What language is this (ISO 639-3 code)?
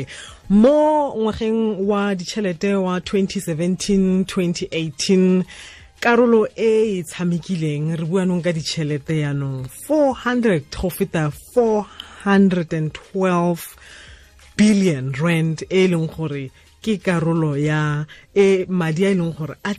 tsn